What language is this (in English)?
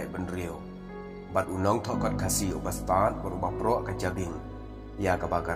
Khasi